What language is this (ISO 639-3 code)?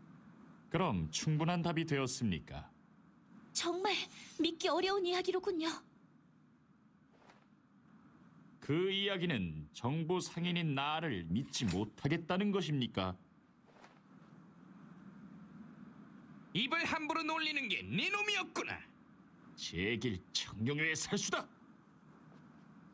kor